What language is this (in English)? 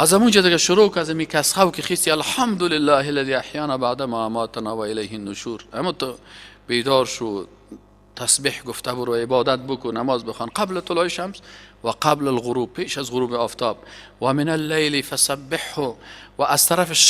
Persian